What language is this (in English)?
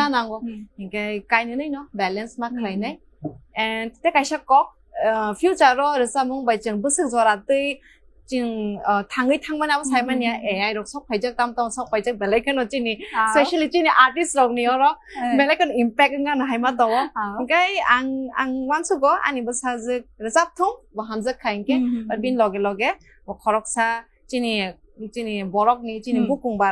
Kok Borok